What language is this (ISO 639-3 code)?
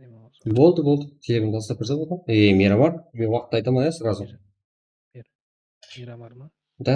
kaa